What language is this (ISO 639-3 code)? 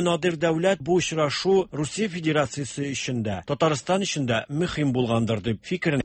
tat